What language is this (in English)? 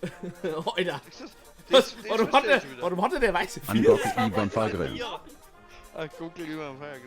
Bavarian